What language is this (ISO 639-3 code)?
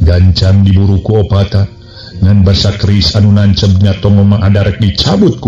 sun